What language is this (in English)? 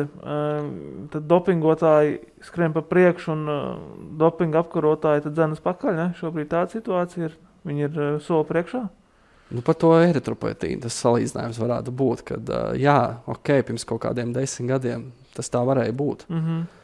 Latvian